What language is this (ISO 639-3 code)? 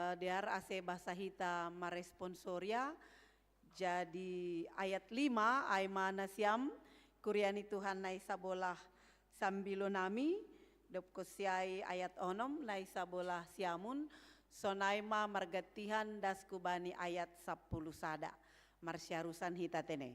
bts